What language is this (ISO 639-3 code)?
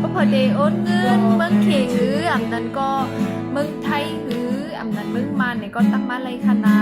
shn